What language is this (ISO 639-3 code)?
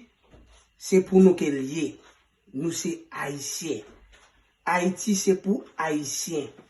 hat